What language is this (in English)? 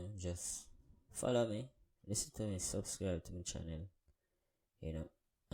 Jamaican Creole English